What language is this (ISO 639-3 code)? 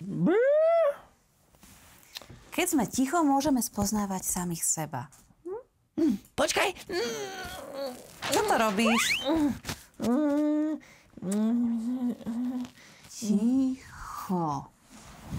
slk